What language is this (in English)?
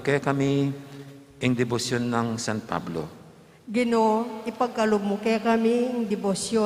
Pampanga